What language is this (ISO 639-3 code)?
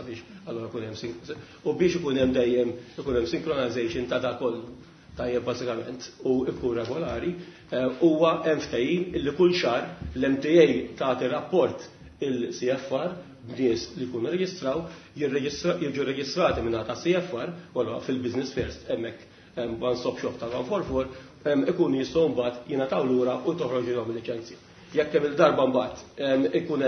mlt